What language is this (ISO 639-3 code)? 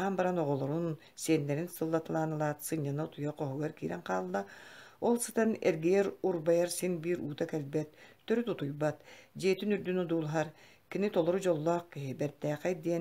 sah